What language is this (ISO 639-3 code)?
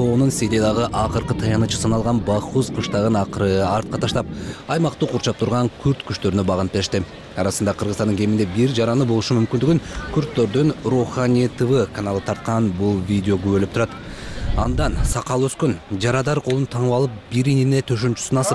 kir